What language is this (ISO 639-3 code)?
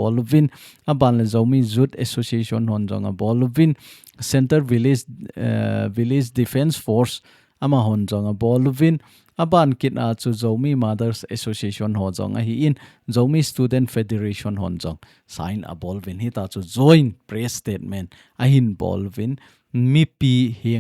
tcz